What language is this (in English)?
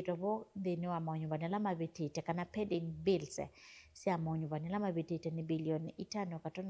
Kamba